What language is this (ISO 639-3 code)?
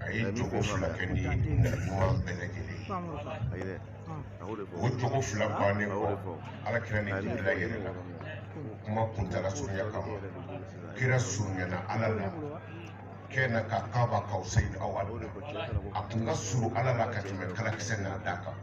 bam